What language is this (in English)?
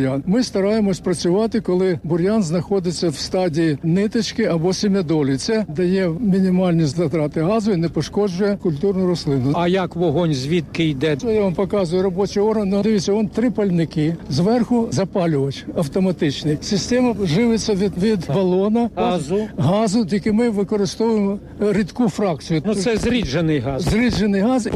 Ukrainian